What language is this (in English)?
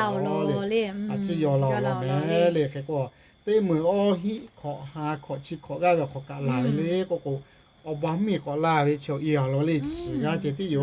Lahu